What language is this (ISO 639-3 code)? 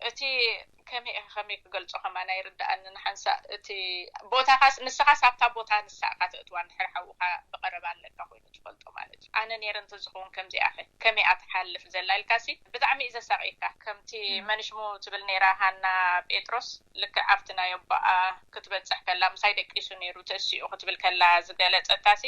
tir